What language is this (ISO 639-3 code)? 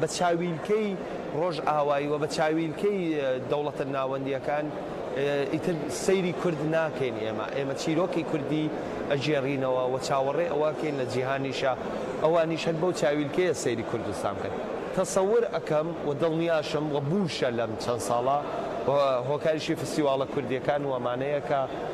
ckb